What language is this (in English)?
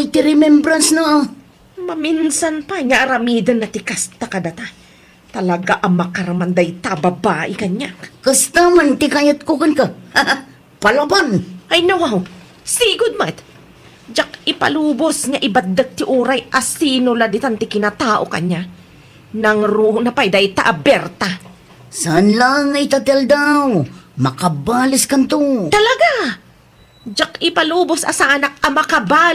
Iloko